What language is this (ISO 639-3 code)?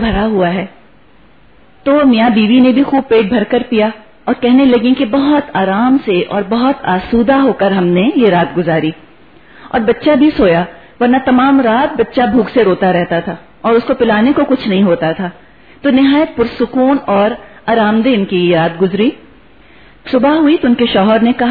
urd